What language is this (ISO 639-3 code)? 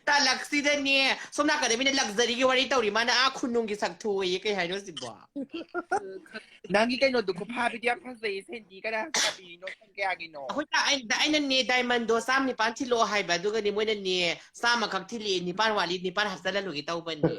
mni